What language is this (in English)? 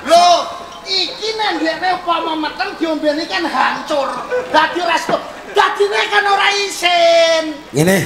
Javanese